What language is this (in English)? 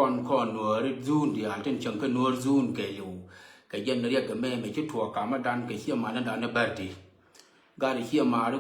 Nuer